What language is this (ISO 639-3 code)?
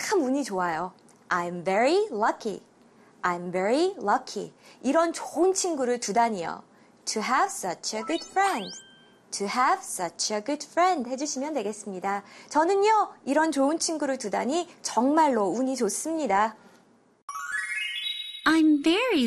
kor